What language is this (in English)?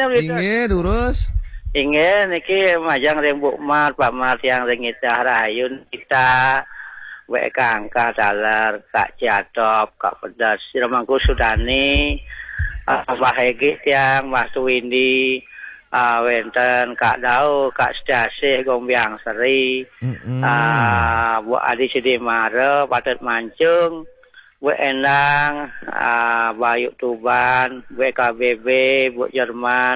Balinese